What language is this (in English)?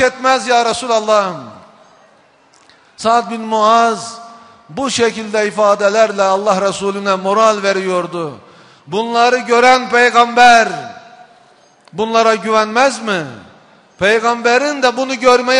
Turkish